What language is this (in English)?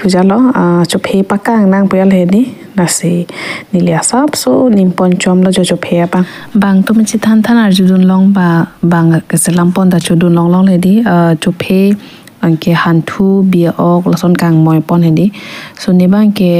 Karbi